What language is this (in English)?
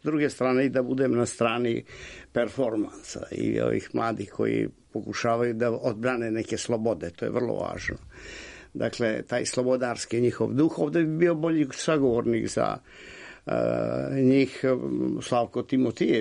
Serbian